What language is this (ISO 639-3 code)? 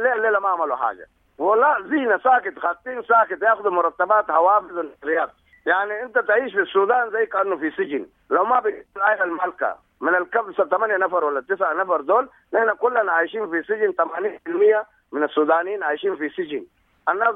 apd